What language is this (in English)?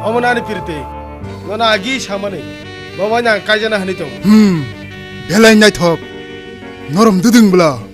Kok Borok